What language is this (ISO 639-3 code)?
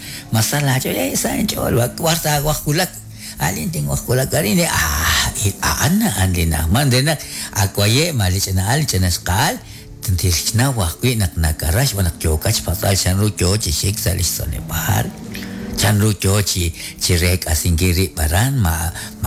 kek